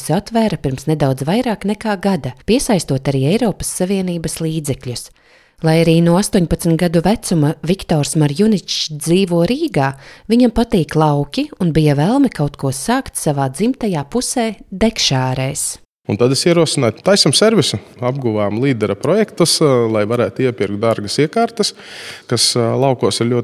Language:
Latvian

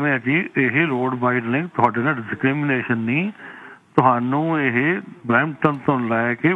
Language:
Punjabi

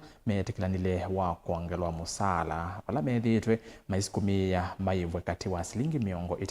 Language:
Kamba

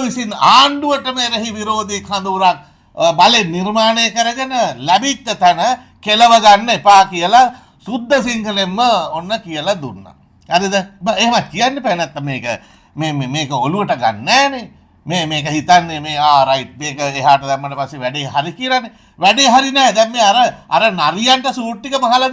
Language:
Sinhala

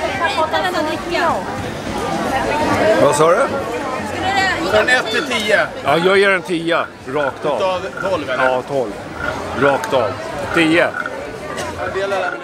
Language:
Swedish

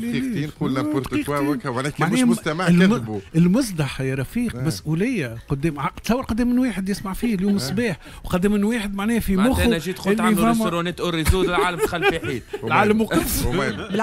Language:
Tunisian Arabic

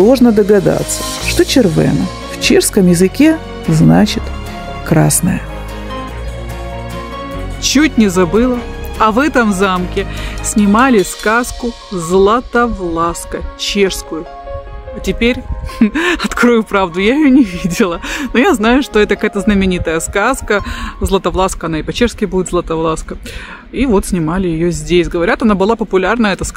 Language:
Russian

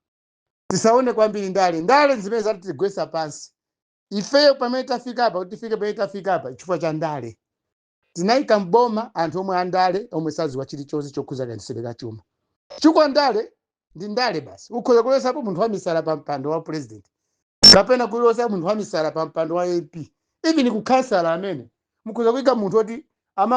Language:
Nyanja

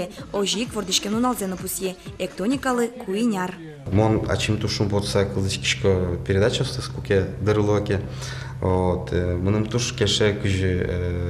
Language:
Udmurt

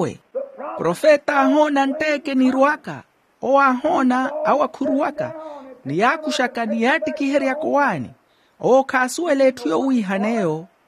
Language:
Makhuwa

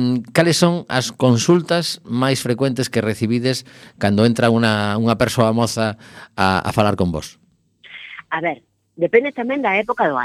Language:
Galician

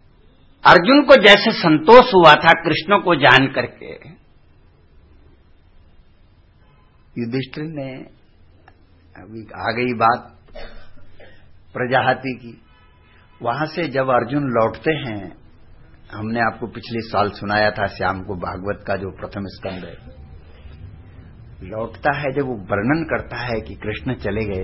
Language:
Hindi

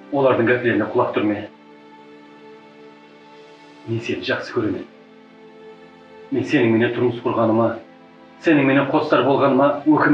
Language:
Kara-Kalpak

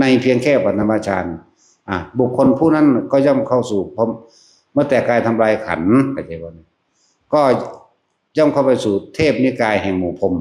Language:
Northeastern Thai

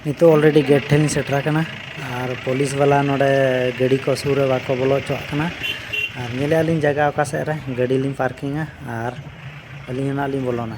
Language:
Santali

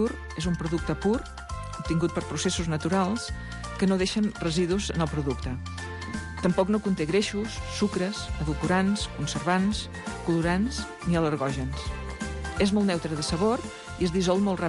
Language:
Catalan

